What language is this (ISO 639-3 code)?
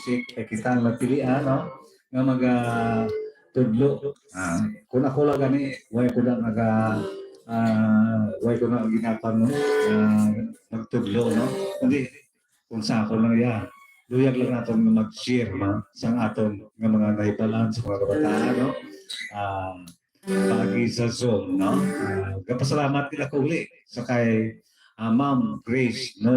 hil